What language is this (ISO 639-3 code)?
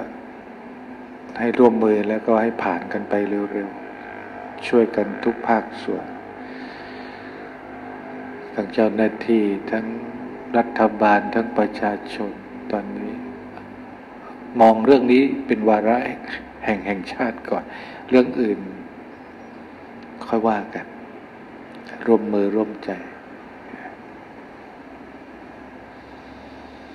tha